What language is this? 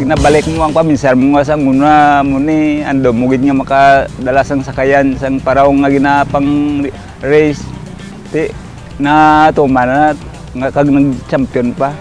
Hiligaynon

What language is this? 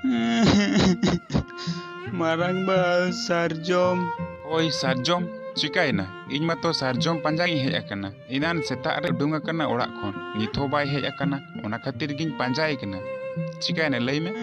Santali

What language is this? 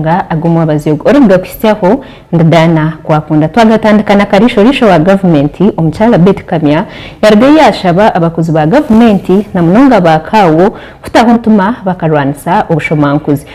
Nyankole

